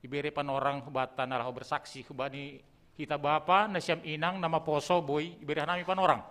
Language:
Batak Simalungun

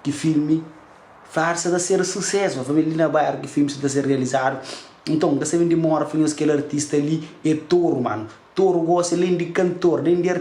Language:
Kabuverdianu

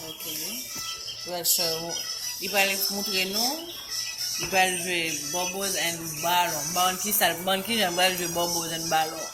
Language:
Haitian Creole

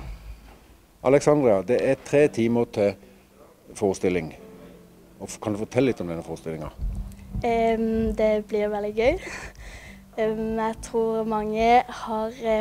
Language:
Norwegian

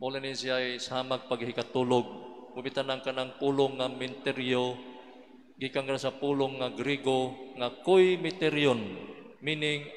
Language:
Cebuano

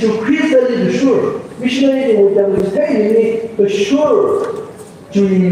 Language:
Tangkhul Naga (India)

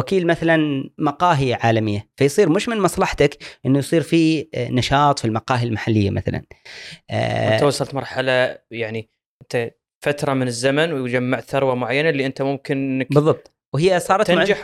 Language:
Gulf Arabic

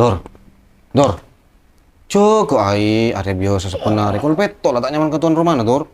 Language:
Madurese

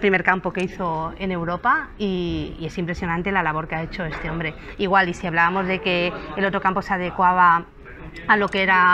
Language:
Spanish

